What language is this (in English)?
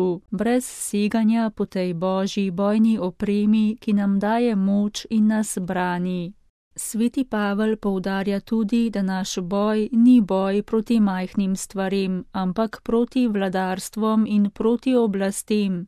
Slovenian